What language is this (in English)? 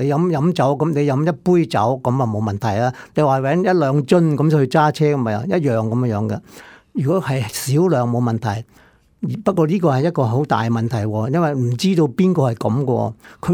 Cantonese